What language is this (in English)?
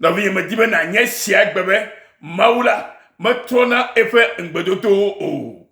Ewe